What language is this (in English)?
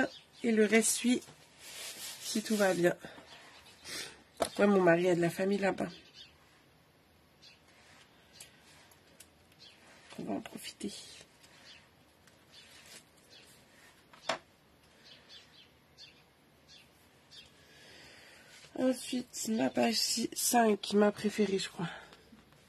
French